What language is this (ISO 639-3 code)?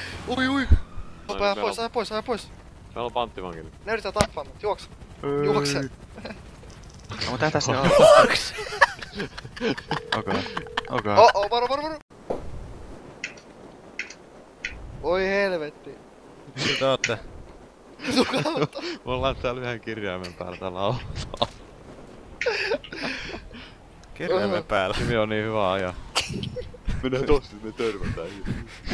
fin